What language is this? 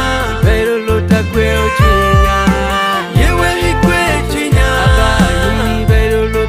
Lango (Uganda)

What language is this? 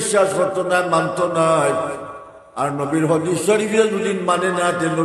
Sylheti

